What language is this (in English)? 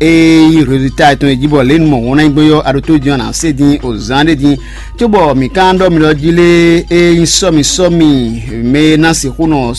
Fon